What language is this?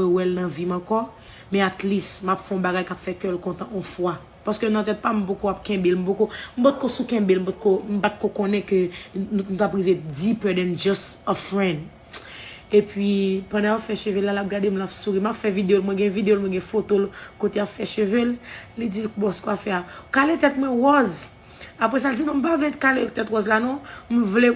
Haitian Creole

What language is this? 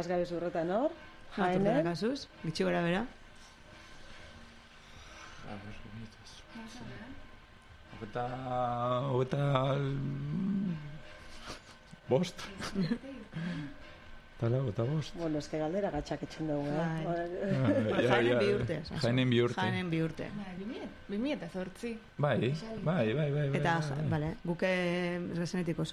Basque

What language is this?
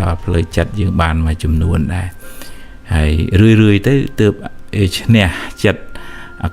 Khmer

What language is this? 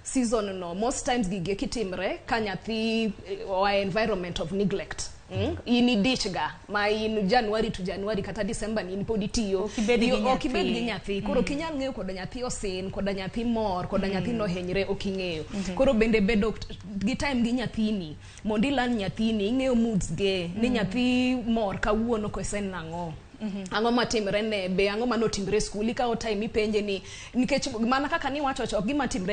Luo (Kenya and Tanzania)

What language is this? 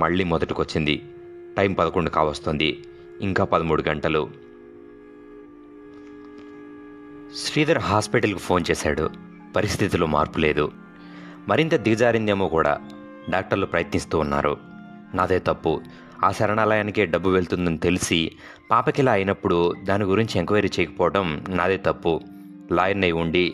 Telugu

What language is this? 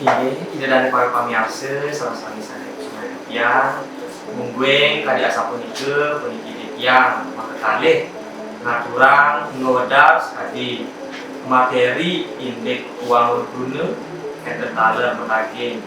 Balinese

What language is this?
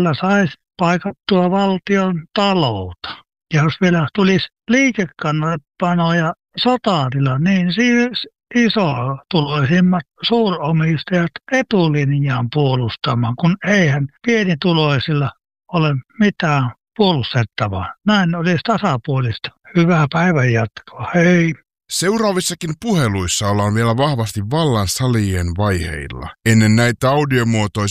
Finnish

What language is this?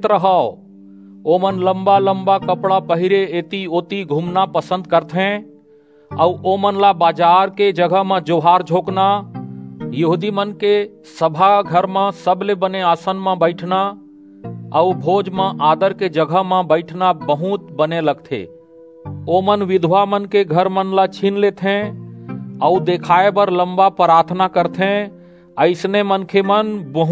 Chhattisgarhi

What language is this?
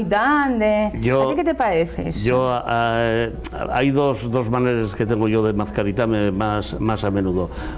Asturian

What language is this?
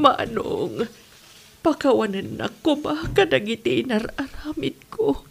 Iloko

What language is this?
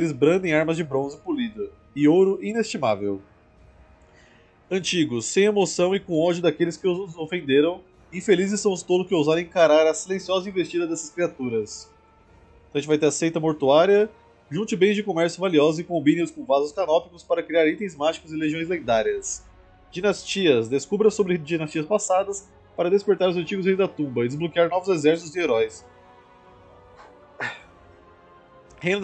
Portuguese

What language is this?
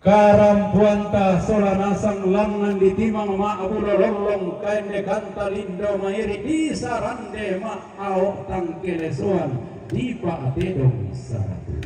Toraja-Sa'dan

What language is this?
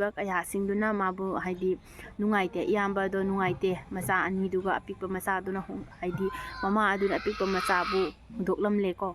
Manipuri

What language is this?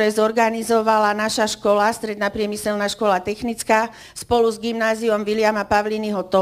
Slovak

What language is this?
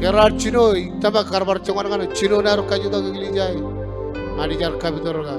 Marshallese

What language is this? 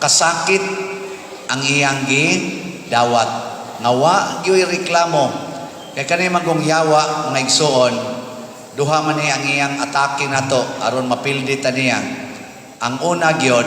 Cebuano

